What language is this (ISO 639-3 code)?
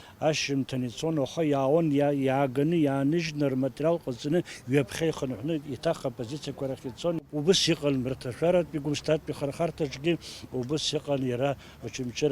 abk